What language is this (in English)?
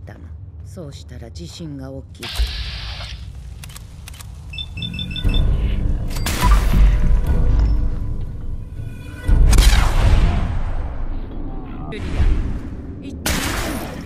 Japanese